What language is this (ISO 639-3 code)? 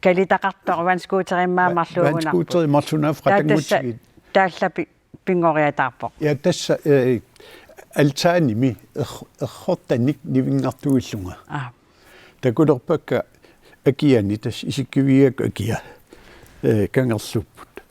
kal